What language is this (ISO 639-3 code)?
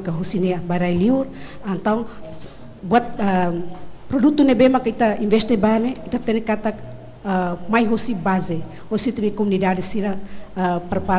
tet